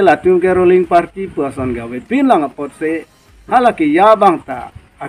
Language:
Karbi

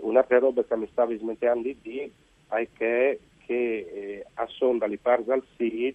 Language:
Friulian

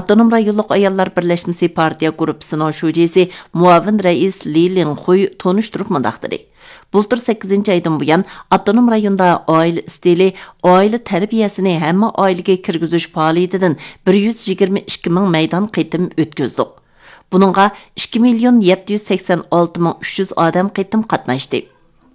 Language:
Uyghur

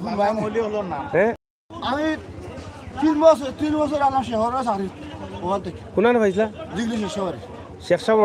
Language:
Sylheti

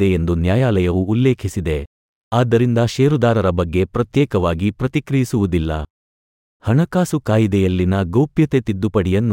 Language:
Kannada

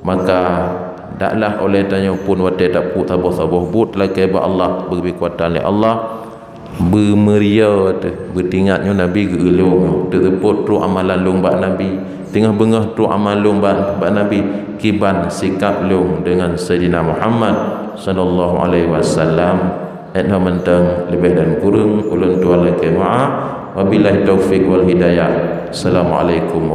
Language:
Achinese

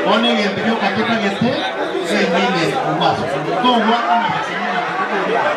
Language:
Gusii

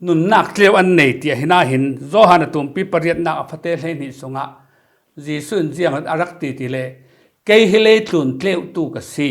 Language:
Falam Chin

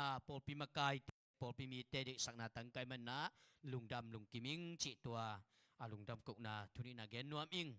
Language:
Tedim Chin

